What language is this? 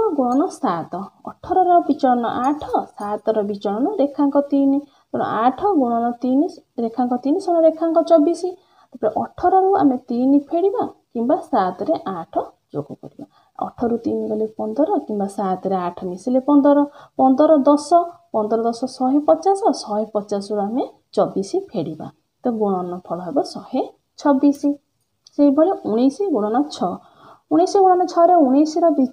Odia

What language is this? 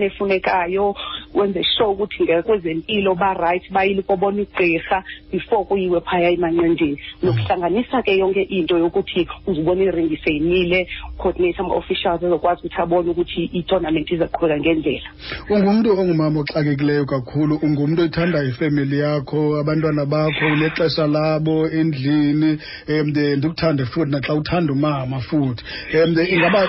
Xhosa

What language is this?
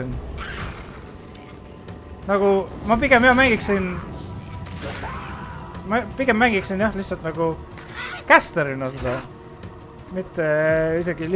Estonian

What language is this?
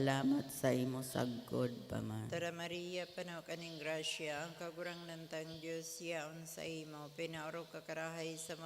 Bikol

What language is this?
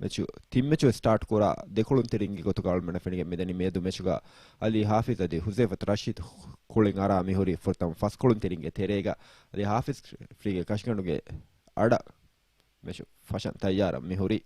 Divehi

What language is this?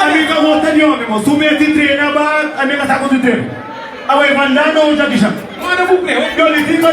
Kabuverdianu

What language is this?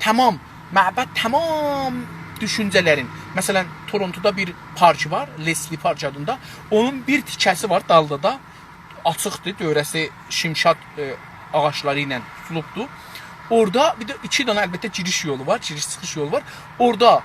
South Azerbaijani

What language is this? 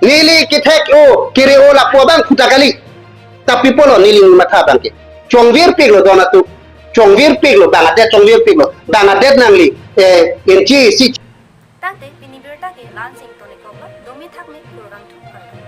Karbi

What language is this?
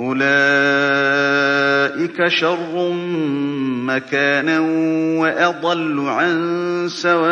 Galician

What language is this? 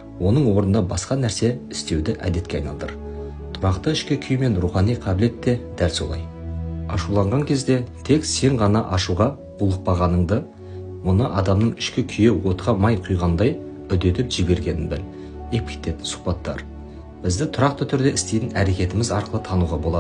Kazakh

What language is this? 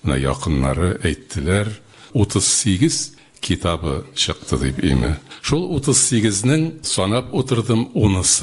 Tatar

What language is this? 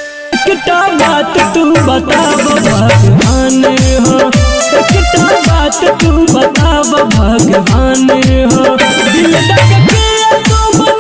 Bhojpuri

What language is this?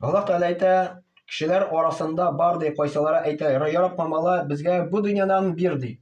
Tatar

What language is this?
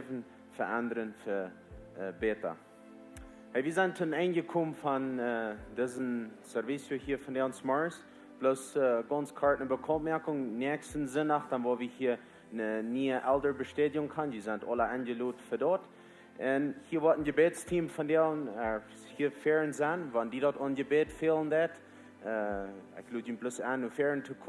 Plautdietsch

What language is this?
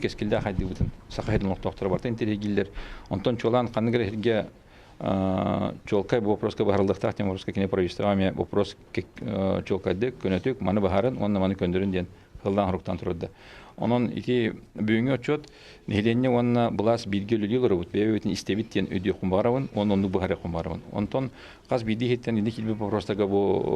Yakut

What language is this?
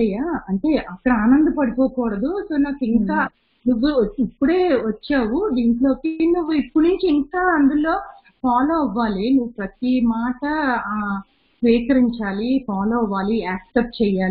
Telugu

